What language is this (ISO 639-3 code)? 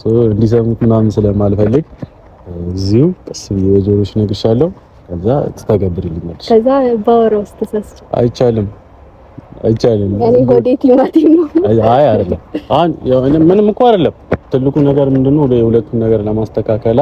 amh